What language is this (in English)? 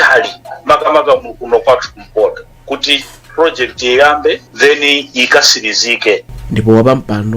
Nyanja